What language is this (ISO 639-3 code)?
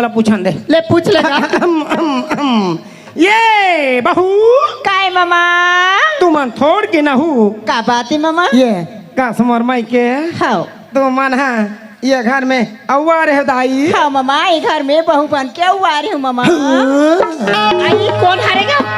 hne